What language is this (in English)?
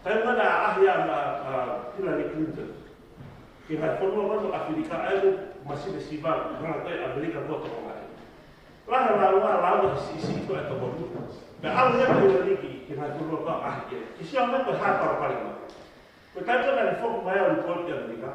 Tongan